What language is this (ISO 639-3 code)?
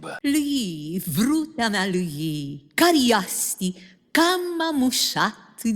rup